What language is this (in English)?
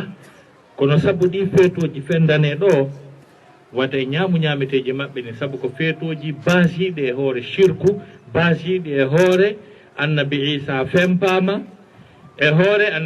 Fula